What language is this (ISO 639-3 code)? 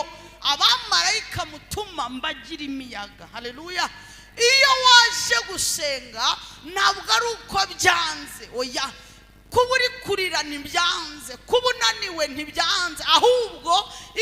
kin